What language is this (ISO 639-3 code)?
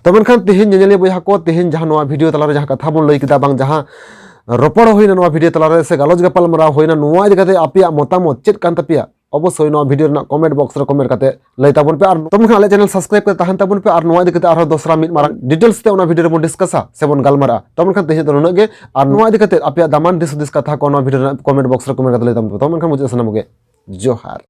sat